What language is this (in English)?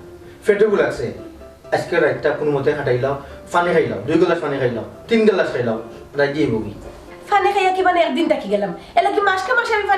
Sylheti